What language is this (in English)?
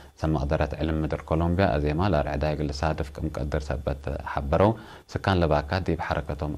Tigre